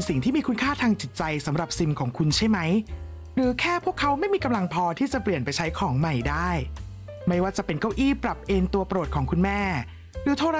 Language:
Thai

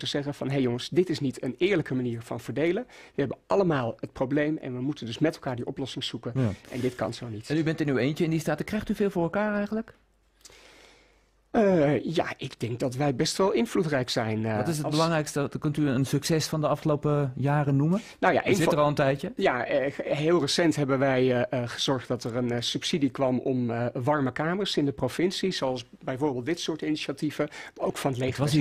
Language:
Dutch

